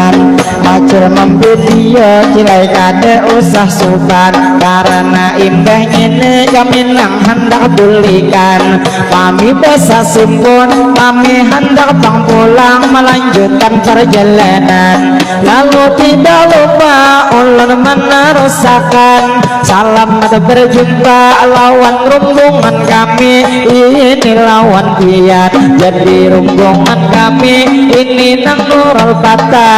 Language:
Banjar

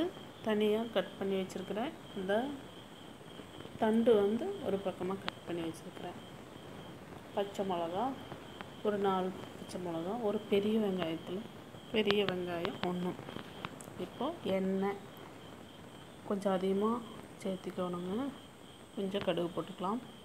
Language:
Tamil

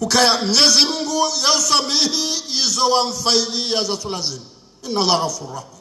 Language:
Ngazidja Comorian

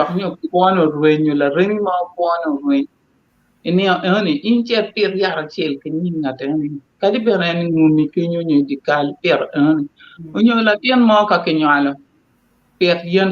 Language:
Acoli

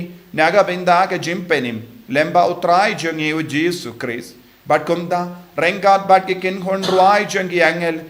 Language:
Khasi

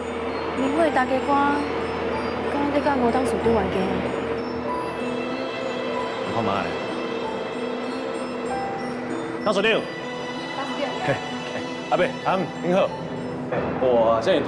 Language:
Min Nan Chinese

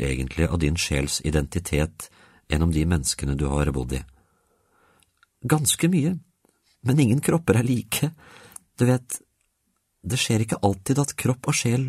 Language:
Norwegian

